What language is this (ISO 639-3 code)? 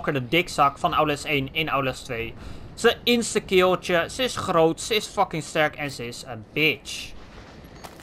nld